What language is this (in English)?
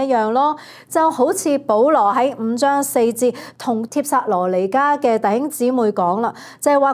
Cantonese